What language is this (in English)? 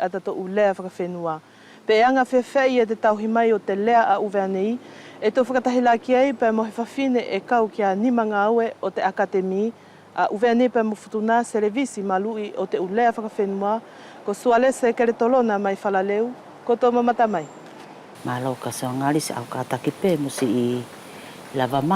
Wallisian